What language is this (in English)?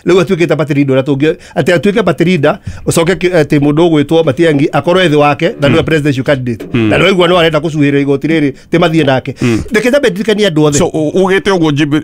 Kikuyu